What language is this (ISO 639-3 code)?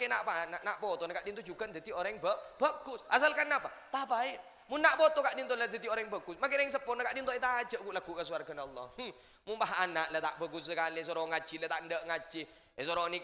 mad